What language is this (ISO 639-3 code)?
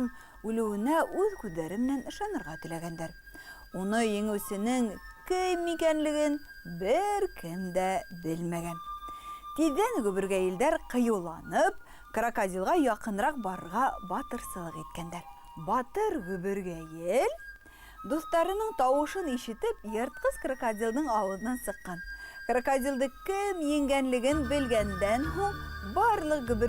bak